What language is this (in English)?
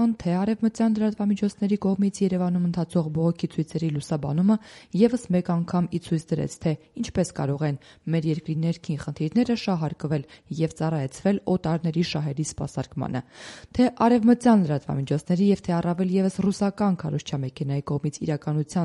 Armenian